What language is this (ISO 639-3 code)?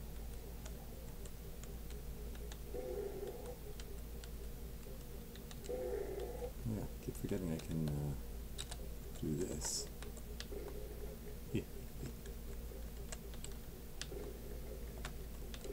eng